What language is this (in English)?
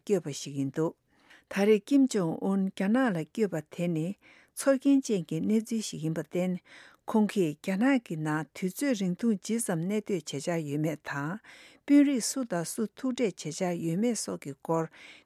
Tibetan